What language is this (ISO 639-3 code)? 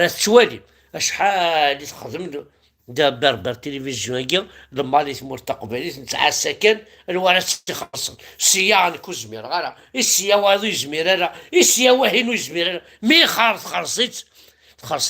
kab